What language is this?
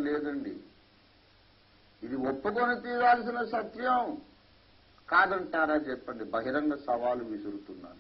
Telugu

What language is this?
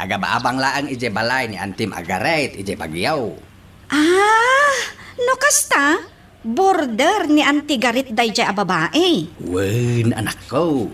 Iloko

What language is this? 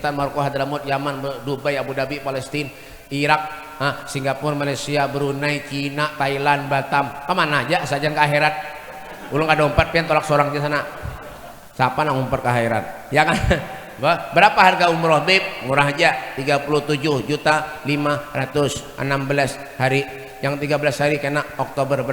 Banjar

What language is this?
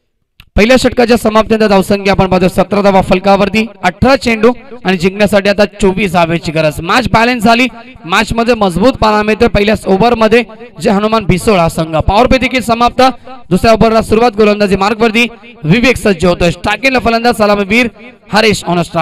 Marathi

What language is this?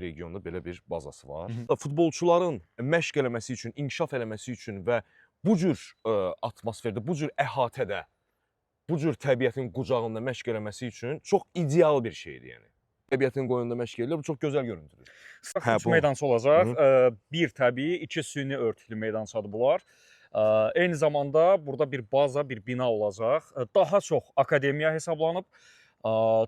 Azerbaijani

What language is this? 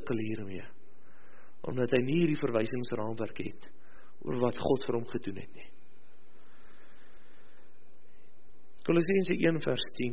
Afrikaans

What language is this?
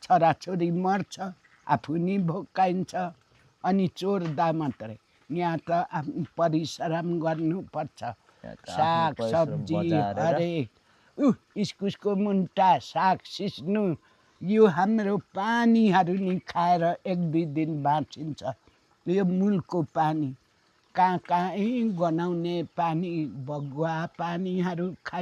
Nepali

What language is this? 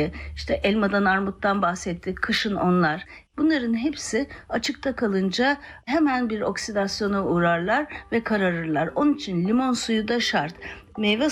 Turkish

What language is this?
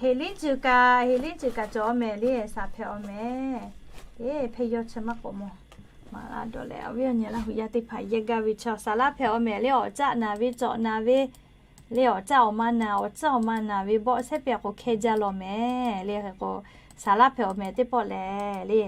Lahu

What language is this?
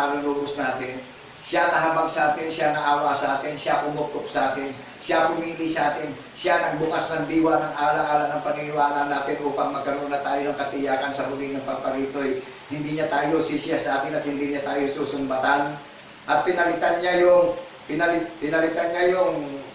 Filipino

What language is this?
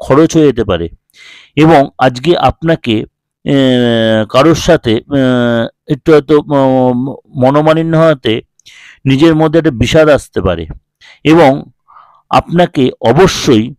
Bangla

